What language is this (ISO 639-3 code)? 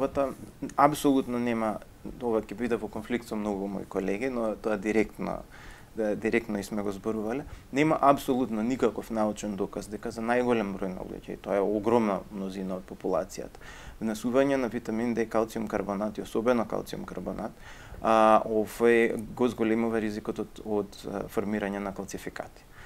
mkd